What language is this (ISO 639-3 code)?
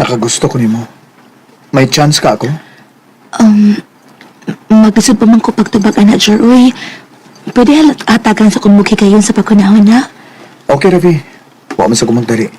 ceb